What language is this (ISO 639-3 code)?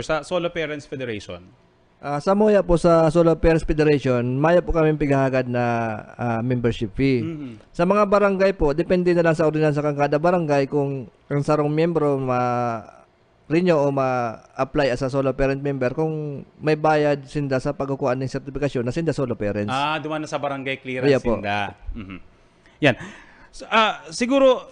bik